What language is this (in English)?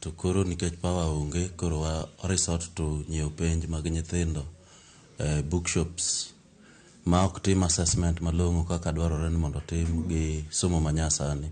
Luo (Kenya and Tanzania)